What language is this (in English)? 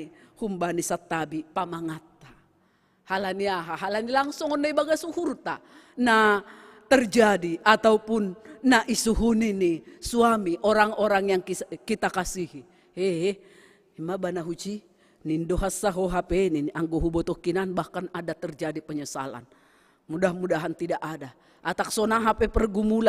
Batak Simalungun